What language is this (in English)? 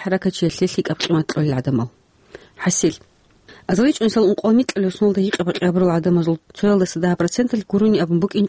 Avaric